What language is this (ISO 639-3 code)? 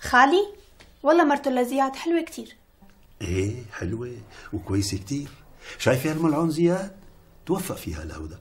apc